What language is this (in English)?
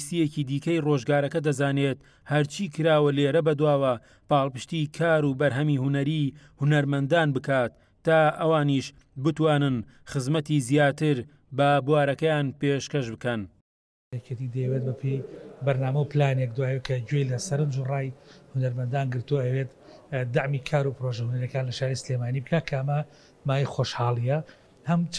Central Kurdish